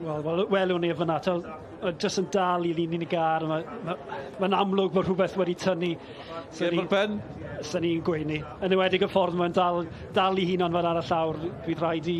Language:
Welsh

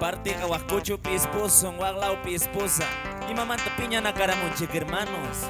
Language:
Quechua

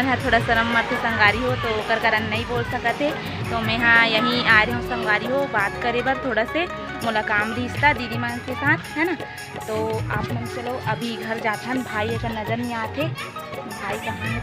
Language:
Chhattisgarhi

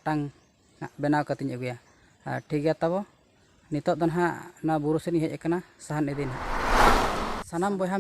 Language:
Santali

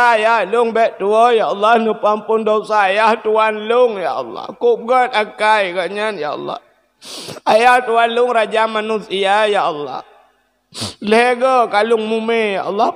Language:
Achinese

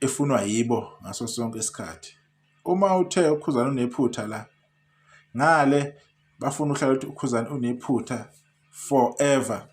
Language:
Zulu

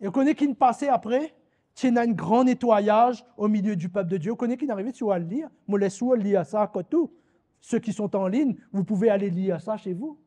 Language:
Morisyen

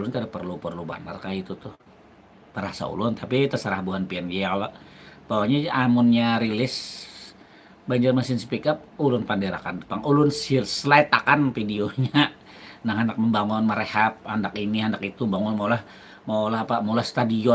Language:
Banjar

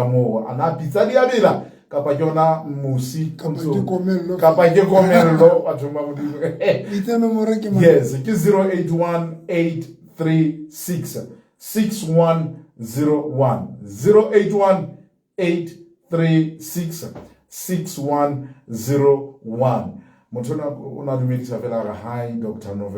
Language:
Southern Sotho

